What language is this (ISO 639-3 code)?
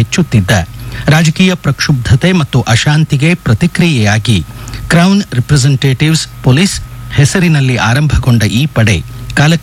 kan